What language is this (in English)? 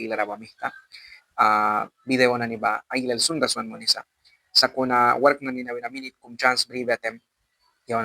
Mískito